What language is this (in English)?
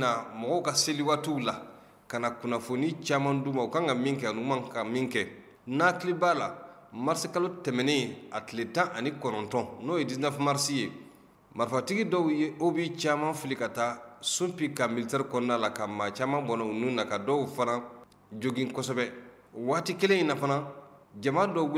Bambara